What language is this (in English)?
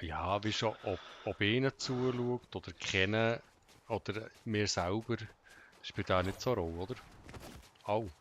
Swiss German